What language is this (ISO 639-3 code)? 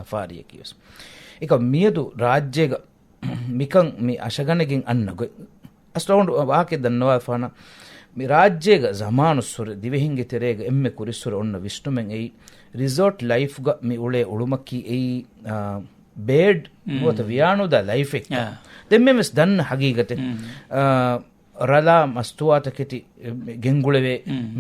div